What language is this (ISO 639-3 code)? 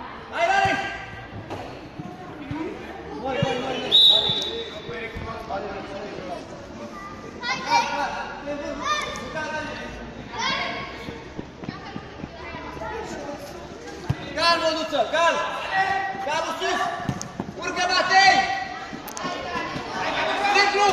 ron